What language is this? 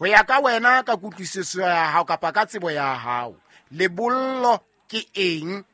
Southern Sotho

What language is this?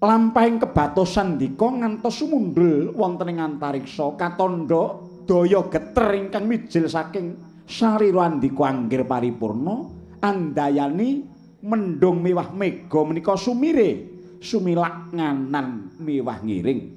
Javanese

